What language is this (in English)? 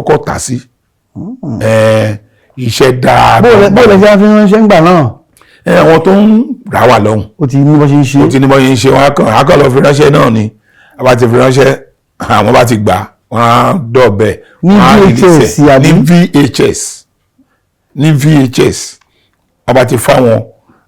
Yoruba